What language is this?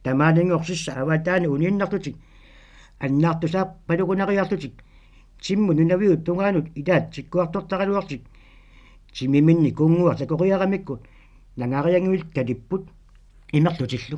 Kalaallisut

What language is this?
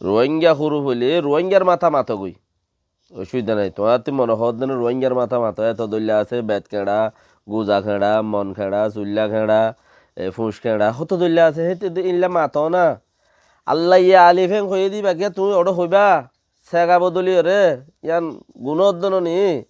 Rohingya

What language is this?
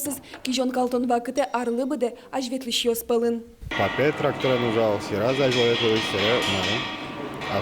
Udmurt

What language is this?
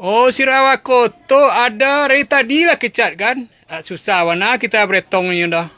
Minangkabau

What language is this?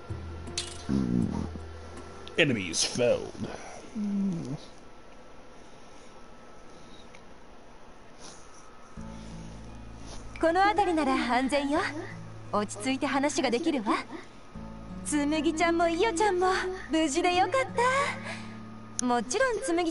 Japanese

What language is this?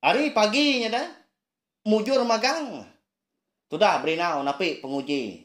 Iban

